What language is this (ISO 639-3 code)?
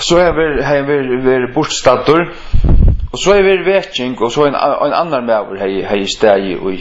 fao